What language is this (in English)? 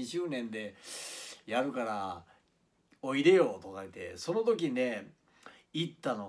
Japanese